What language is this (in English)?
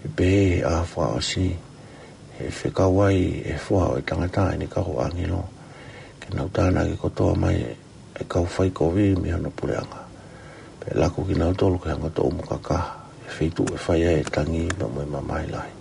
Tongan